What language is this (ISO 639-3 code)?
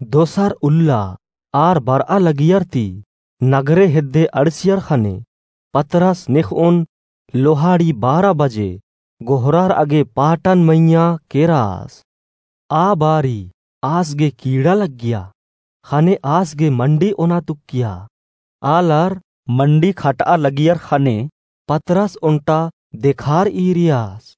kru